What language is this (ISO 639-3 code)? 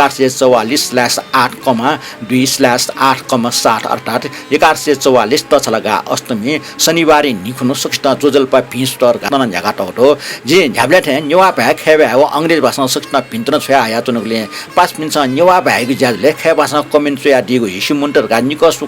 new